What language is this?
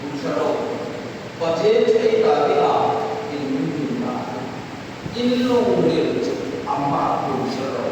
Hmar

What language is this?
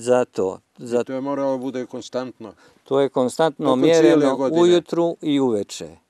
Bosnian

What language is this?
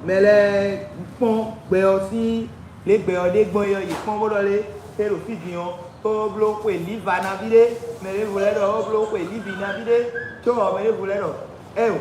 Fon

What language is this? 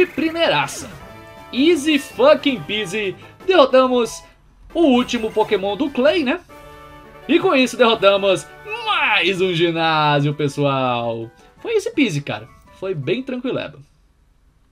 Portuguese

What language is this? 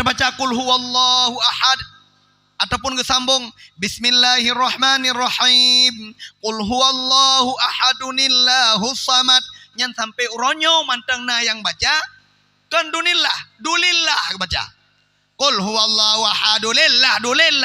Achinese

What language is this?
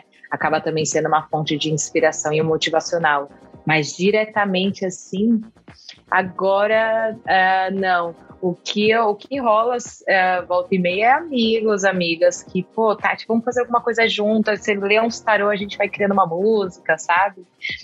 Portuguese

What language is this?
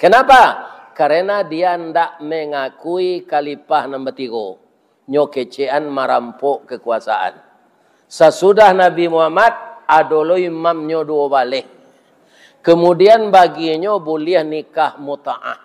Minangkabau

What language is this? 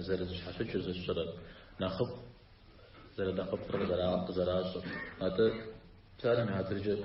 Kabardian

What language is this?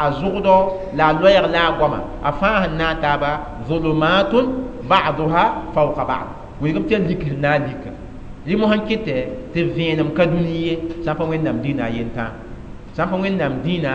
Mossi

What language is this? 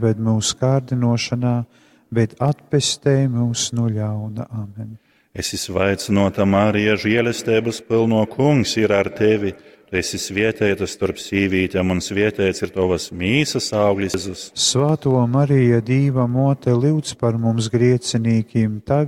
Latgalian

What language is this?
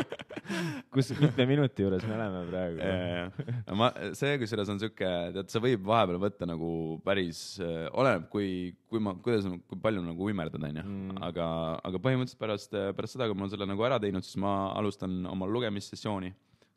Estonian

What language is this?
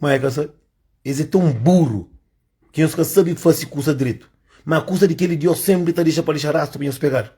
Kabuverdianu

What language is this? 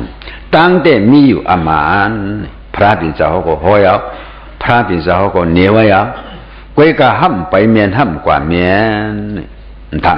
Shan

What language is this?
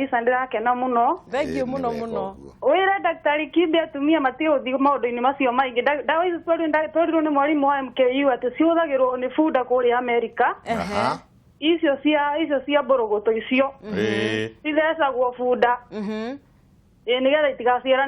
Kikuyu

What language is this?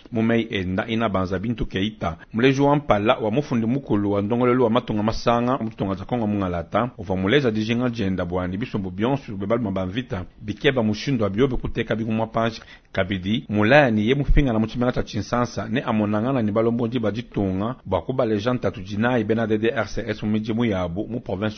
Luba-Lulua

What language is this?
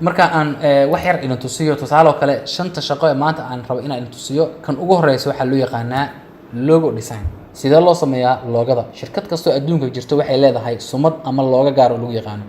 Somali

